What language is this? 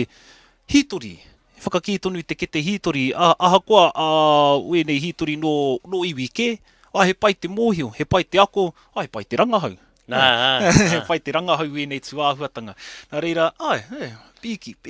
Māori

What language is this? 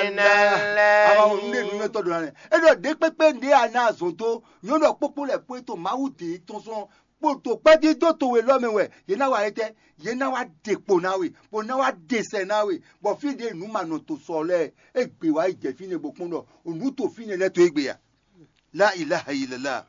Fon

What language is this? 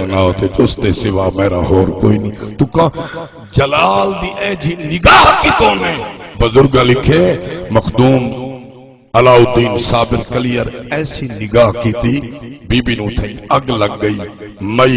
Saraiki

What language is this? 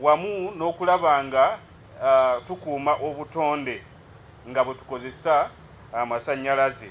Ganda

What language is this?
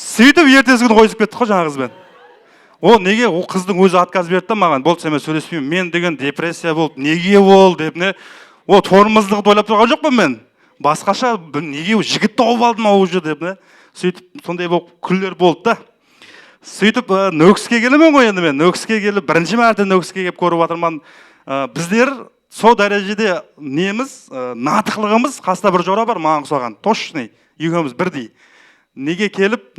Kara-Kalpak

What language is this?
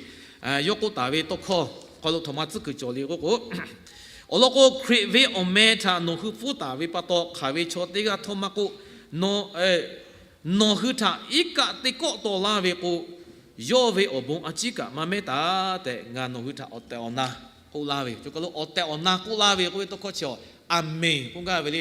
Lahu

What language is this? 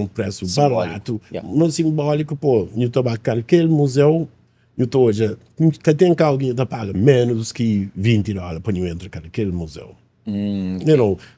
Kabuverdianu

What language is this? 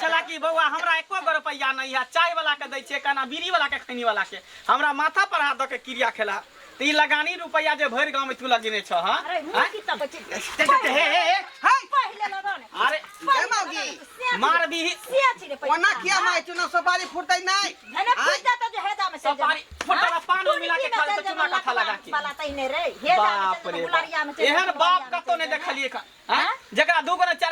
Maithili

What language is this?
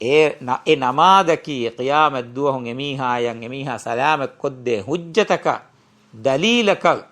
Divehi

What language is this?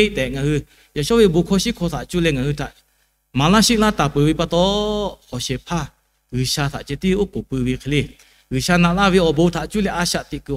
Lahu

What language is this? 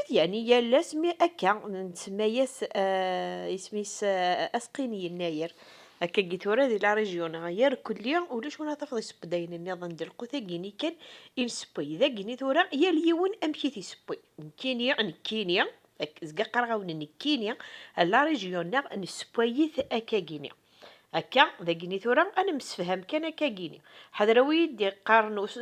Kabyle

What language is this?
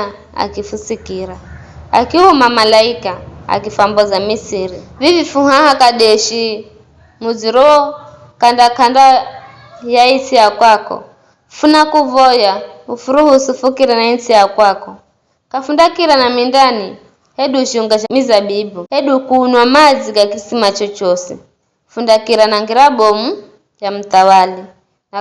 Giryama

